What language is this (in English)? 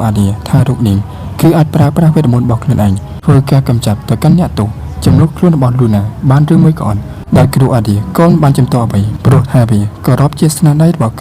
Khmer